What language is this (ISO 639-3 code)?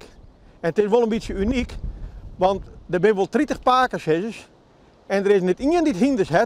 fry